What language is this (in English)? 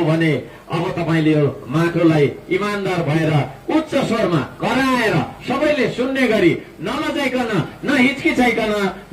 Nepali